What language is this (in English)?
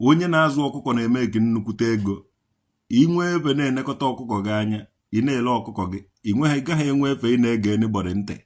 Igbo